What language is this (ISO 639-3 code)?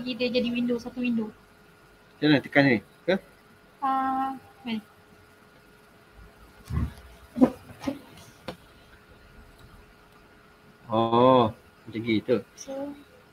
msa